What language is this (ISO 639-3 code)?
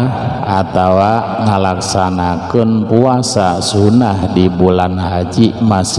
sun